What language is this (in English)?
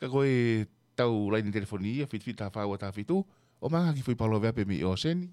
Tongan